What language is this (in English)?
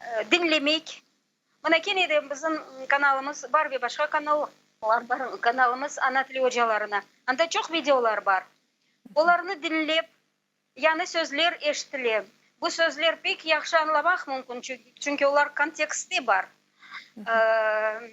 Crimean Tatar